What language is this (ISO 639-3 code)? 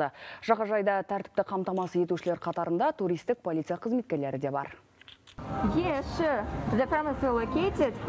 kaz